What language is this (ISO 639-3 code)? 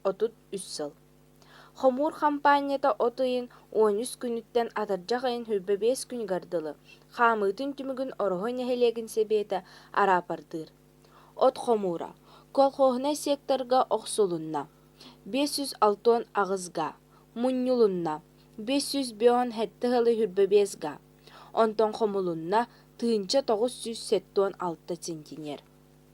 sah